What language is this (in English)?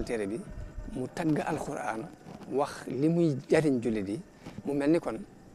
Wolof